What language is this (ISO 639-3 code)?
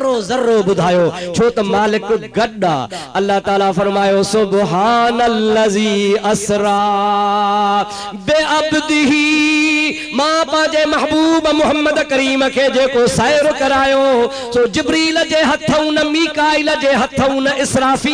snd